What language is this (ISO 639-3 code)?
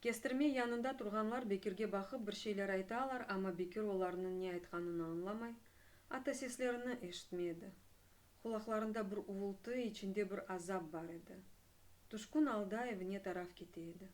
crh